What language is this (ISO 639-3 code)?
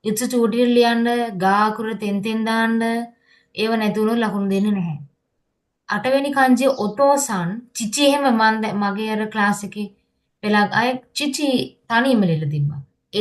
sin